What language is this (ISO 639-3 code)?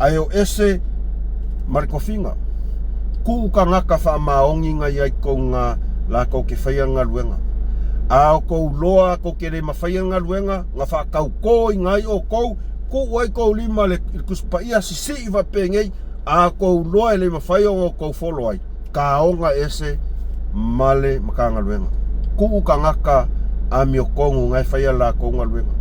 smo